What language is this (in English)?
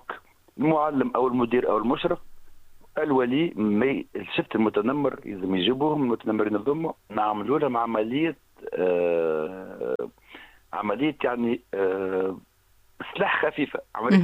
Tunisian Arabic